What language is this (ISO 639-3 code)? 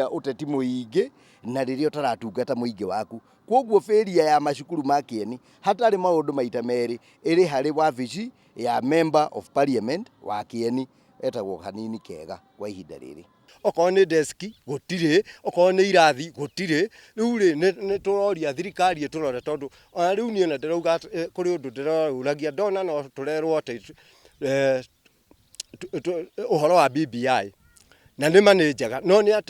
kik